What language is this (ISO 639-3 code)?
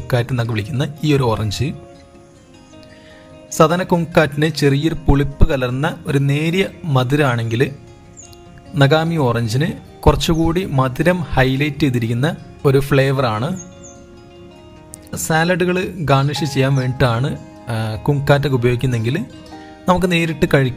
mal